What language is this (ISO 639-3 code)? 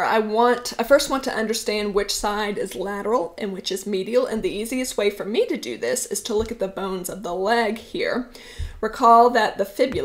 eng